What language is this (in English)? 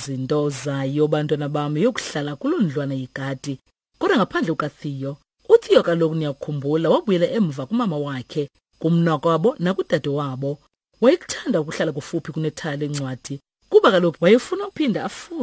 Xhosa